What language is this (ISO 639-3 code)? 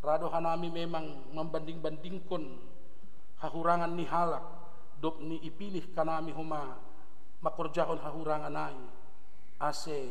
bts